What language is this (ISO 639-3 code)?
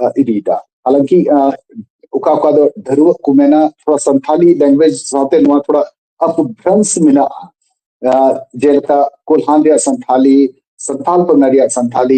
sat